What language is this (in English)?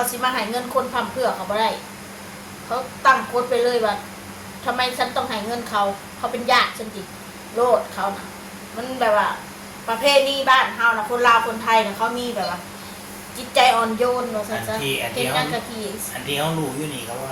Northeastern Thai